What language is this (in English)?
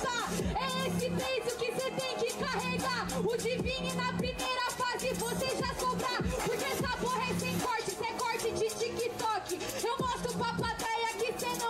Portuguese